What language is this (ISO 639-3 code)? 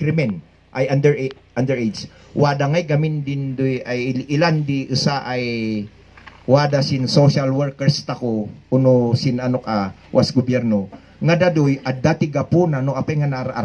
kne